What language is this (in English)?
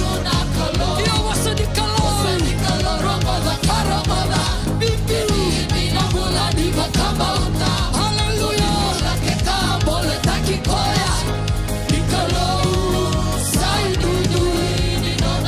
Fijian